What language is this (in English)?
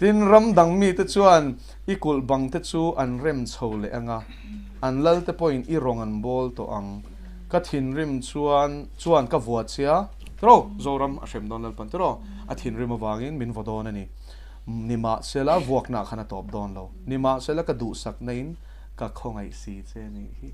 Mizo